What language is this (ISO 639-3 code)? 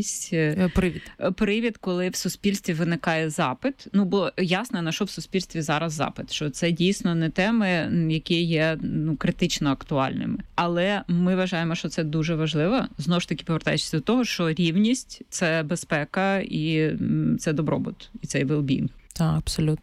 ukr